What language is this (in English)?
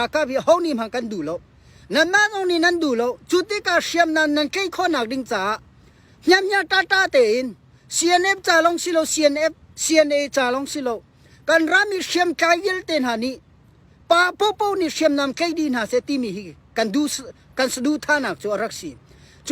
Hakha Chin